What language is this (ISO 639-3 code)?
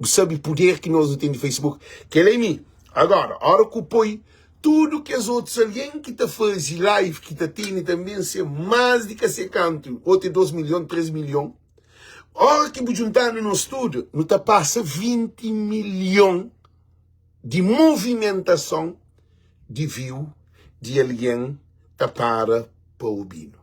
kea